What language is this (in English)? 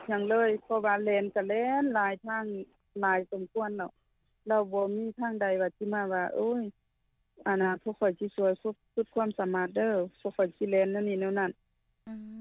Lao